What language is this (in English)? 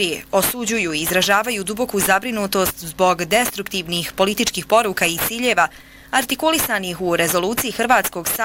Bosnian